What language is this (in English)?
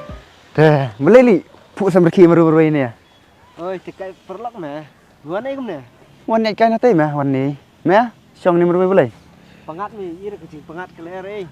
Khasi